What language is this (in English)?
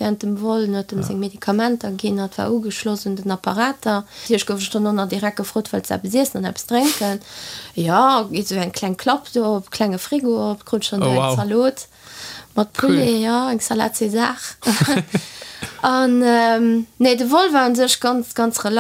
Luxembourgish